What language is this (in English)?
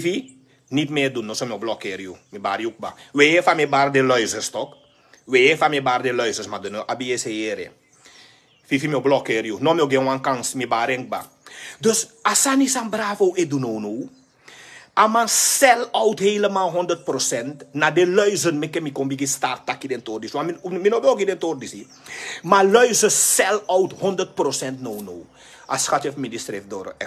Sranan Tongo